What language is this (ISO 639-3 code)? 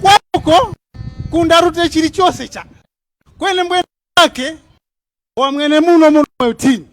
tum